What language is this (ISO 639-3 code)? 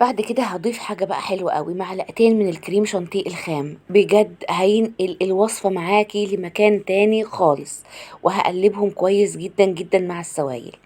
arz